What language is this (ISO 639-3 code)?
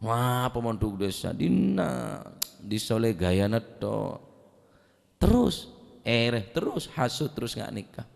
mad